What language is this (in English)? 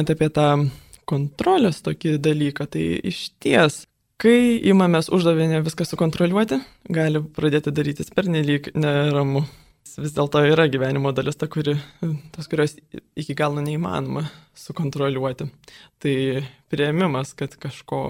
Lithuanian